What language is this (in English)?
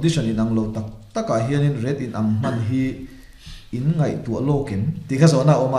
Mizo